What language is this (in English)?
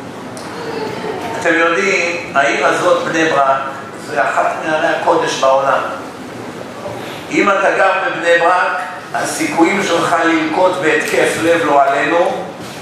Hebrew